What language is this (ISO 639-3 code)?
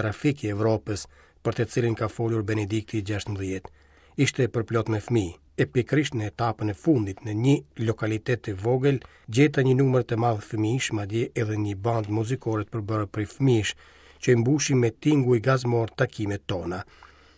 sqi